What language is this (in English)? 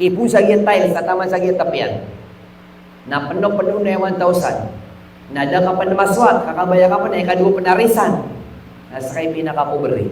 Maranao